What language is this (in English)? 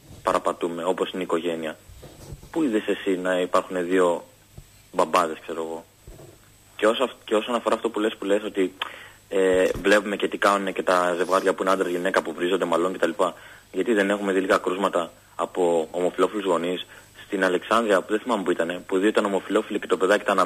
Greek